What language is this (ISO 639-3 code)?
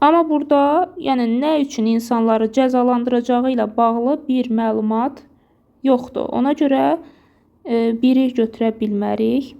aze